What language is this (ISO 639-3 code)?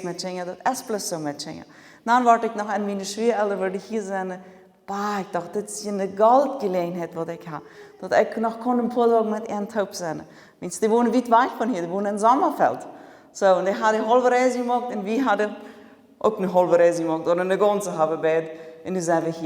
pdt